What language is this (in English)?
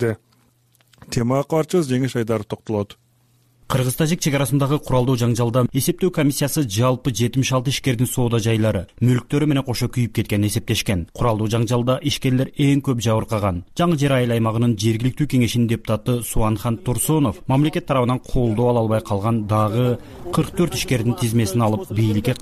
Kyrgyz